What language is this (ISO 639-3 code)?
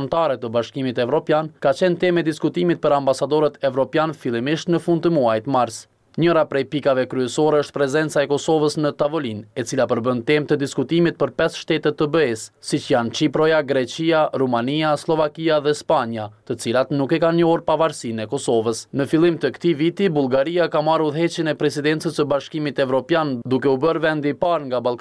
sqi